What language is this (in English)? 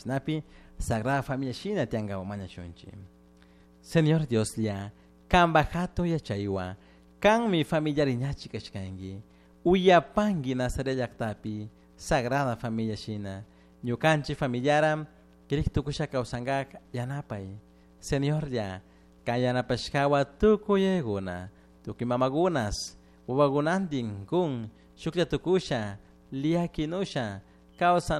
Chimborazo Highland Quichua